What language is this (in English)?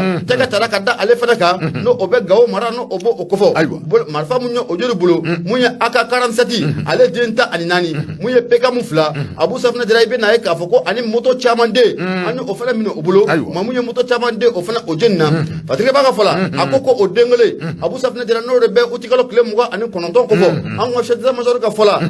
Bambara